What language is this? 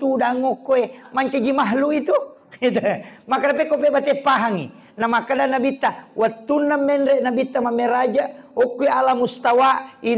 Buginese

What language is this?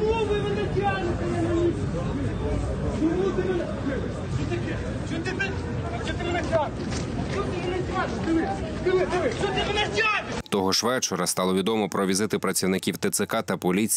Ukrainian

